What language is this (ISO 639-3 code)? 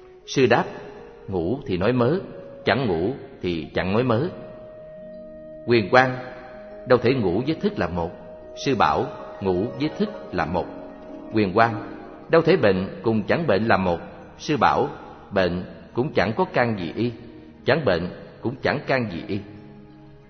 vie